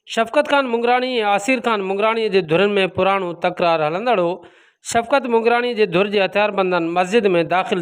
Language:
Sindhi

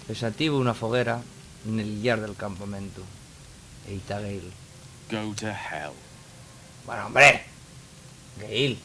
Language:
Asturian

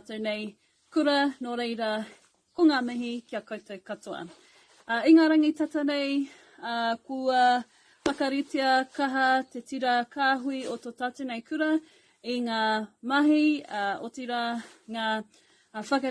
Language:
Māori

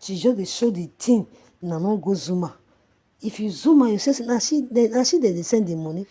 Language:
Nigerian Pidgin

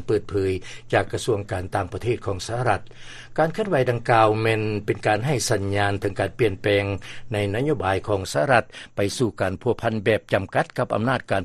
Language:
Lao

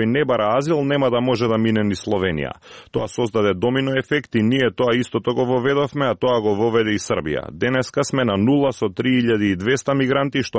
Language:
Macedonian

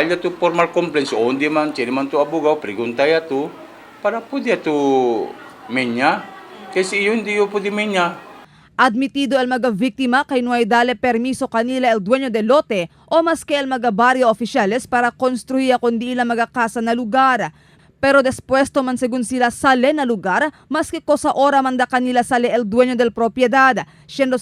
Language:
Chavacano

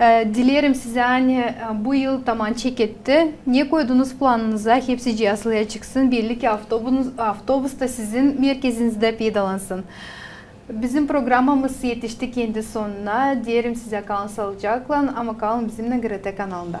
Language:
Gagauz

